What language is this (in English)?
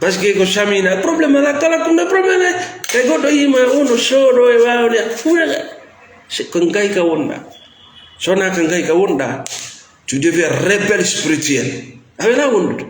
Fula